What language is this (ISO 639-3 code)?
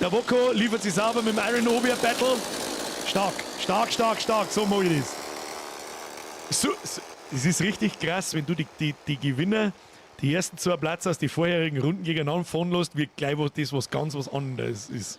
bar